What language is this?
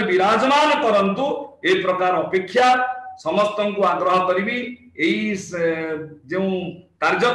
Odia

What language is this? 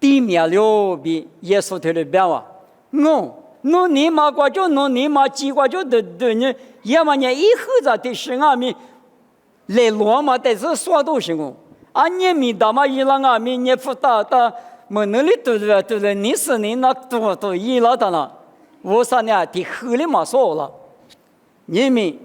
Lisu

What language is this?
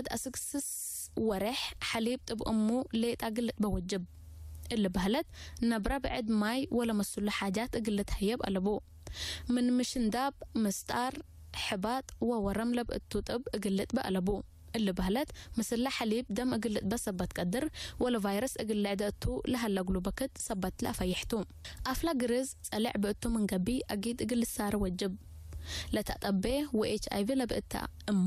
Tigre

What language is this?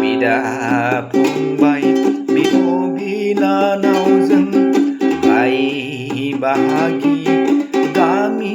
Bodo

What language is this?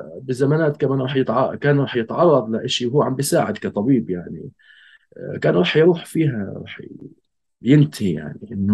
North Levantine Arabic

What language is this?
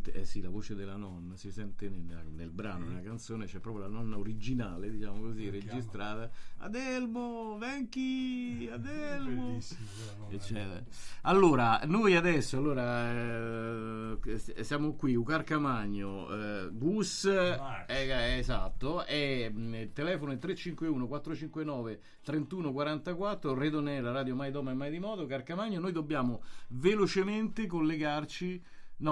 Italian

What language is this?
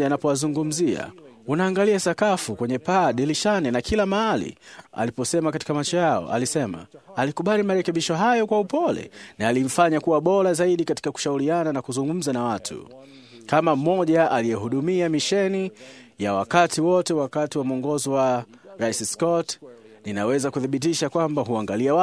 Swahili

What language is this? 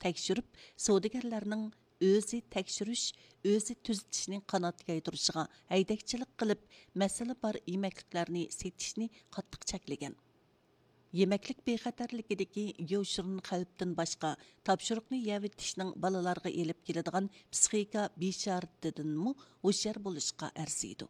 Uyghur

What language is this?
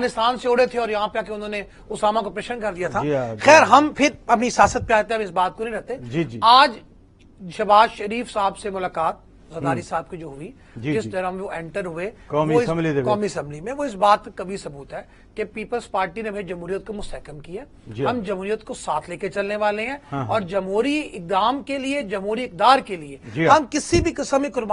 Urdu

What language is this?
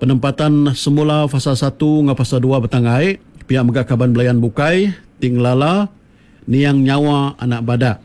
Iban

